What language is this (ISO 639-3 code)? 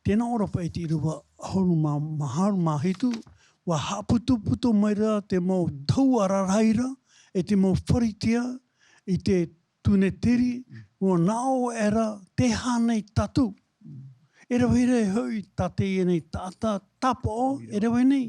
tah